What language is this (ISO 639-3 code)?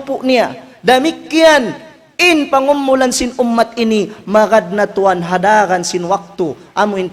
tsg